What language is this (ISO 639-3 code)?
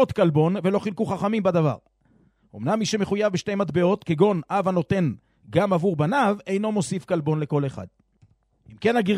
heb